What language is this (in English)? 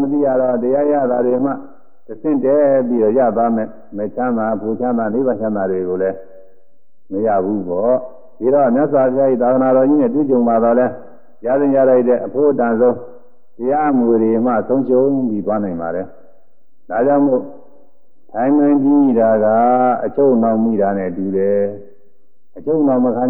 Burmese